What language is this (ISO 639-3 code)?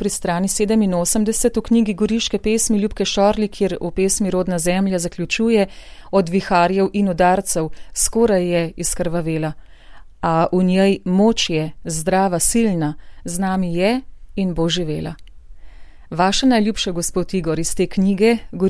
slv